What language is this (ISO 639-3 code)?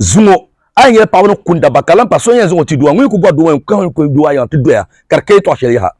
dag